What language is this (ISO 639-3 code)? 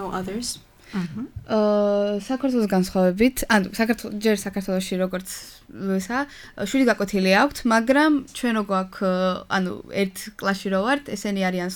kat